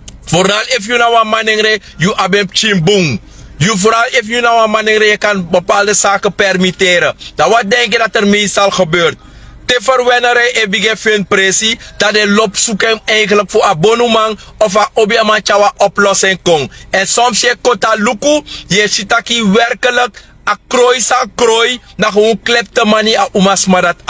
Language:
Sranan Tongo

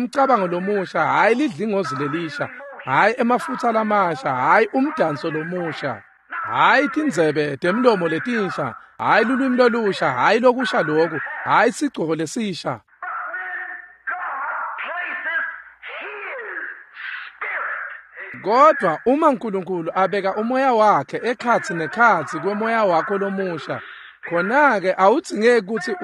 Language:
Swati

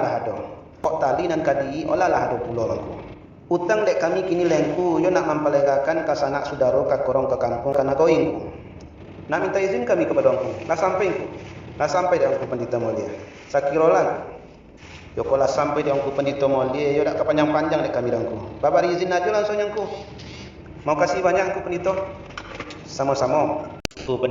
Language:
Minangkabau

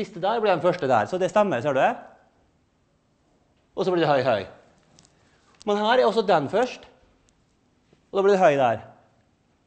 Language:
Norwegian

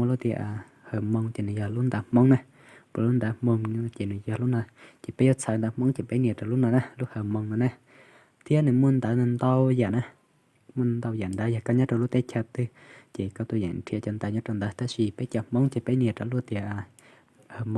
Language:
Hmong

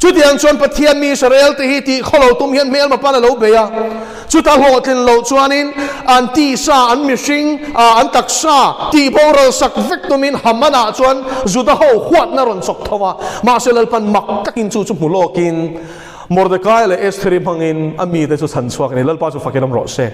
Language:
Mizo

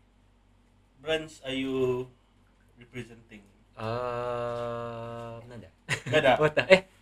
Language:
Malay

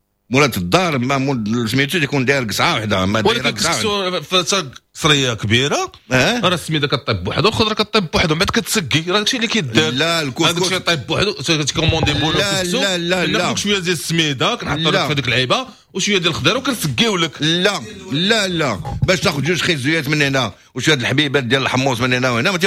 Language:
Moroccan Arabic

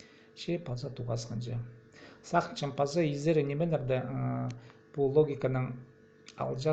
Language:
Khakas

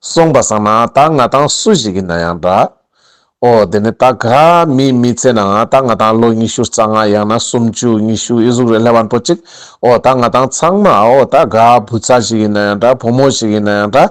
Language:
Ladakhi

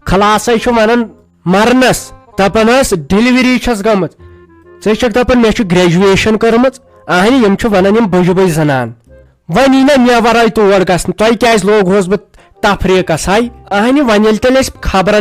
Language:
Kashmiri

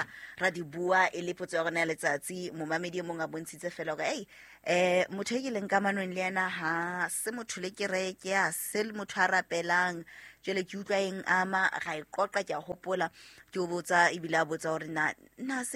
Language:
Southern Sotho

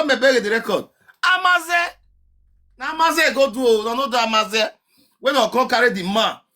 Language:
Nigerian Pidgin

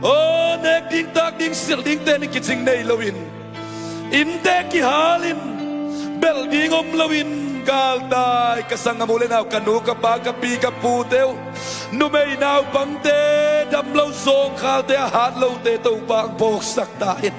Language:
Tedim Chin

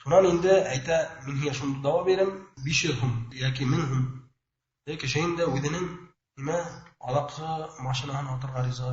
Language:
Bashkir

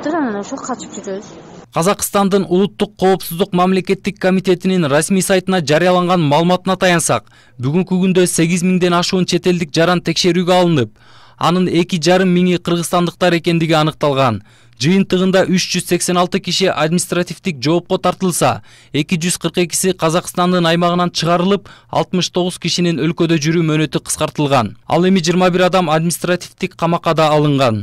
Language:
Kyrgyz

